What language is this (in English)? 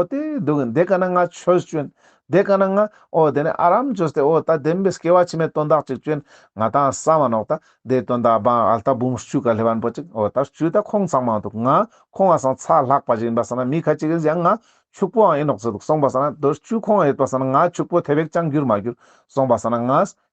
Ladakhi